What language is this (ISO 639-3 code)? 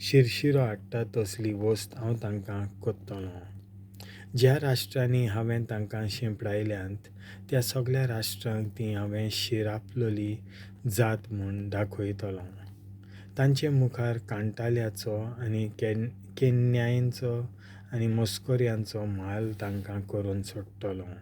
kok